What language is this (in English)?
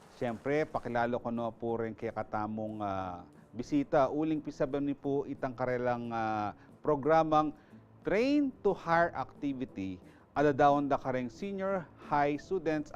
Pampanga